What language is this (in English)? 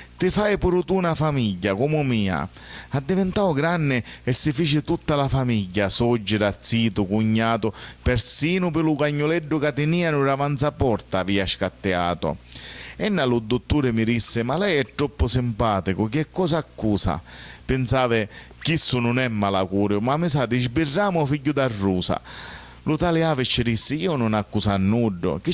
Sicilian